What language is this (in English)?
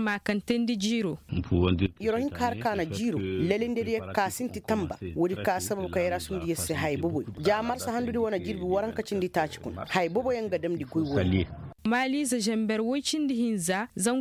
Koyraboro Senni